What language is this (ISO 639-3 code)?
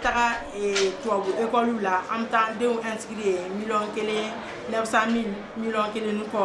bam